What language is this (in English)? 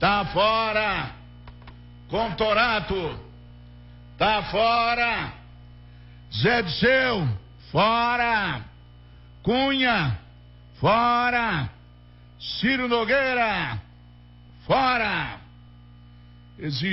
Portuguese